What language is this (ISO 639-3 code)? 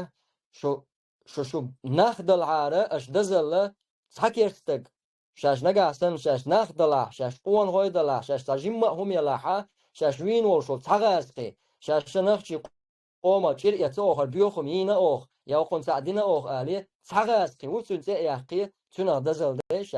che